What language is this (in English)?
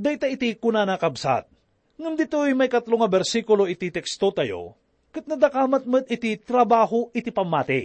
Iloko